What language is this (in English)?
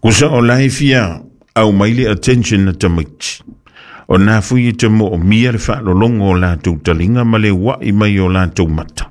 Samoan